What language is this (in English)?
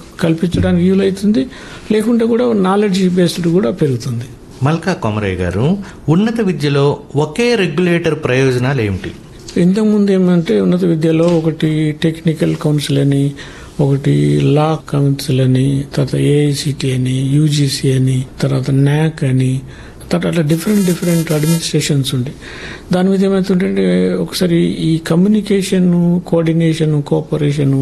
Telugu